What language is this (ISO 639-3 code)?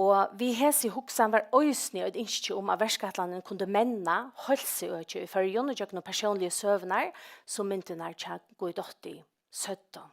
fao